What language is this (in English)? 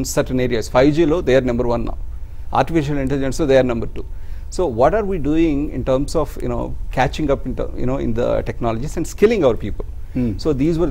Telugu